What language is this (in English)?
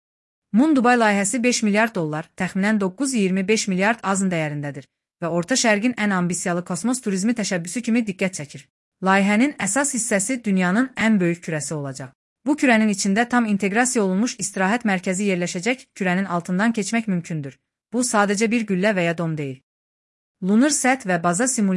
Azerbaijani